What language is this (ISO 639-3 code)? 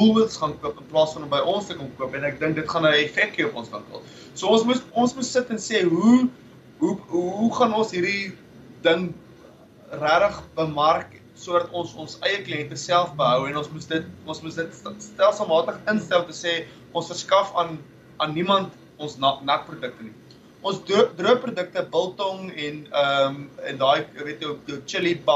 afr